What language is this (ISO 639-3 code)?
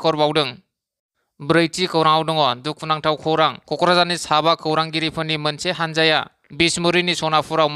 brx